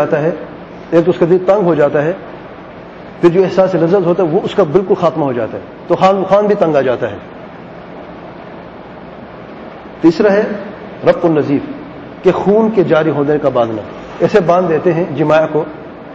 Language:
Urdu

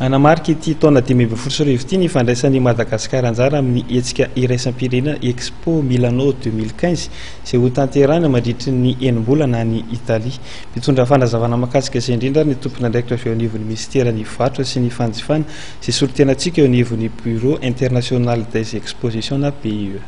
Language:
Malagasy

